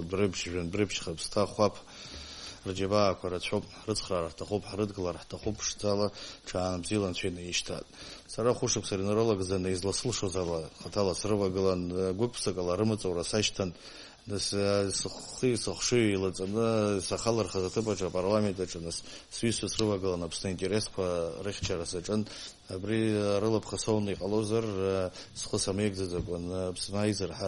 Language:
Abkhazian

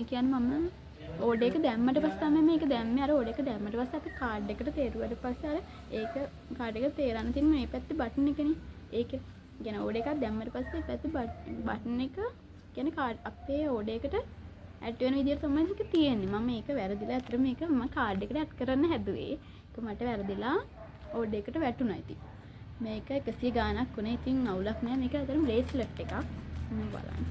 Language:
Sinhala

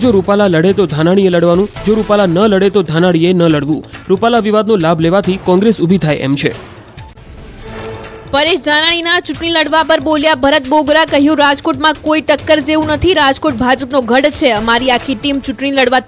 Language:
Gujarati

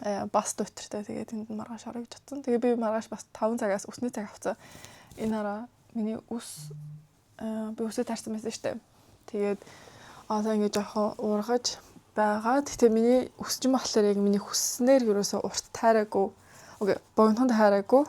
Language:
Mongolian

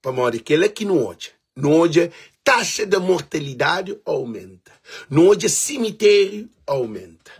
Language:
Kabuverdianu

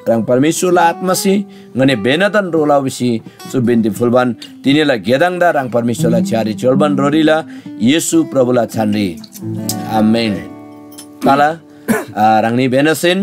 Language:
Eastern Tamang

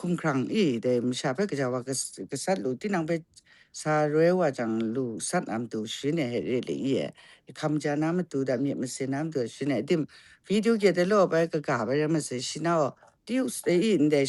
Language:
Kachin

